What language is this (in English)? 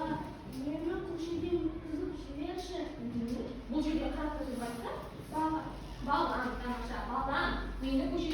Kazakh